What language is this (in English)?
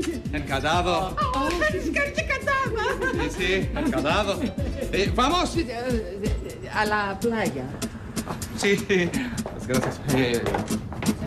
Greek